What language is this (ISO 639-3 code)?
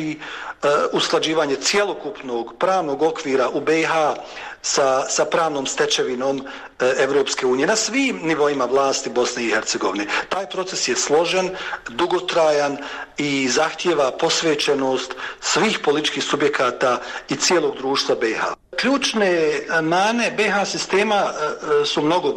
bos